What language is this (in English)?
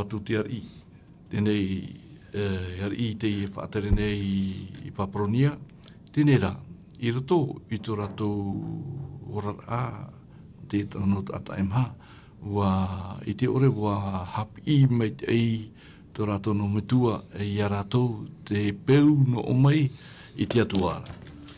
Tahitian